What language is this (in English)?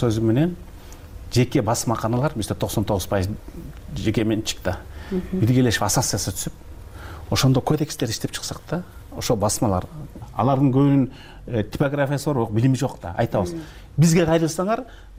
Kyrgyz